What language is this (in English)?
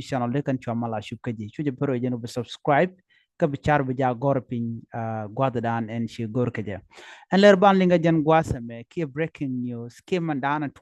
Nuer